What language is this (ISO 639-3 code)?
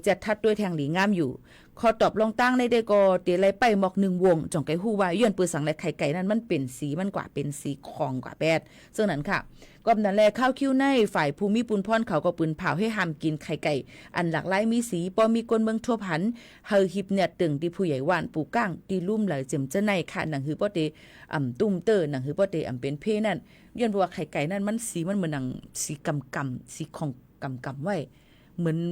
shn